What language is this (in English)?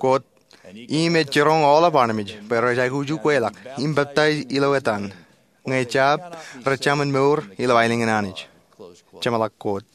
Marshallese